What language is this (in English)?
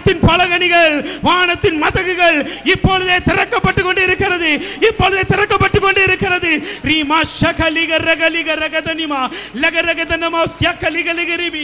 Tamil